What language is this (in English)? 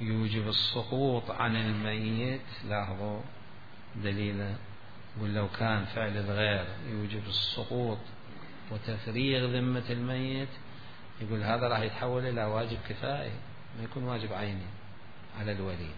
Mesopotamian Arabic